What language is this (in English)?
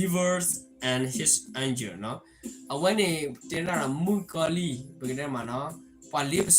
S'gaw Karen